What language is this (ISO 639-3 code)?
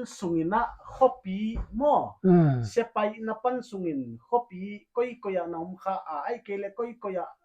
pck